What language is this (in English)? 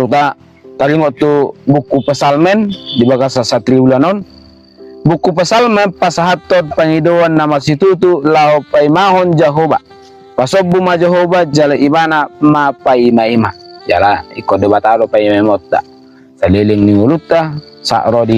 Batak Toba